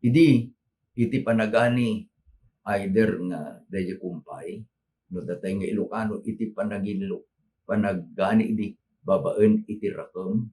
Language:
Iloko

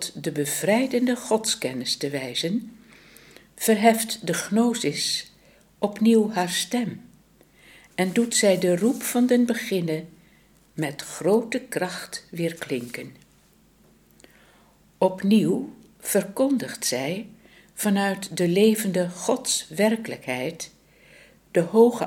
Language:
Dutch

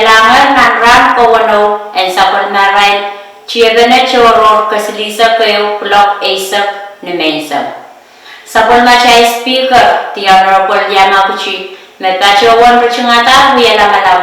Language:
Pohnpeian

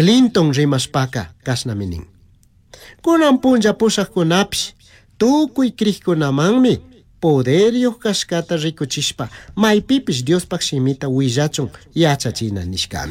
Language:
Chimborazo Highland Quichua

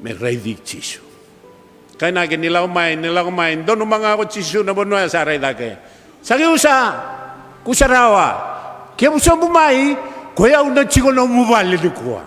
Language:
Fijian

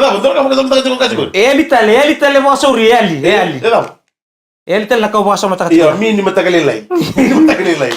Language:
Fijian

